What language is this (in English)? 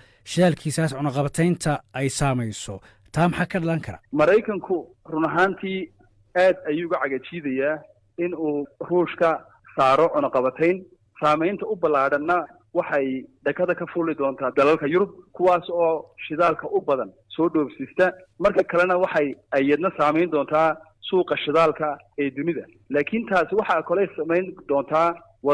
Somali